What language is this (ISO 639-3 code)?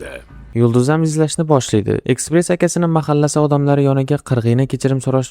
uzb